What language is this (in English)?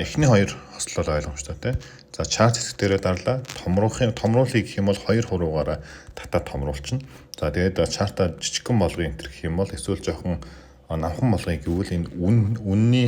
Mongolian